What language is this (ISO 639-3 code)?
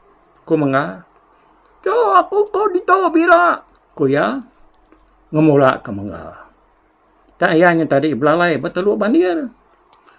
iba